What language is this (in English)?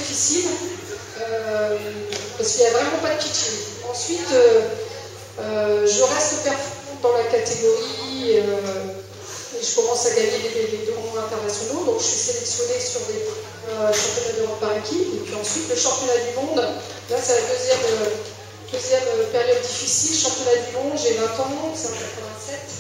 French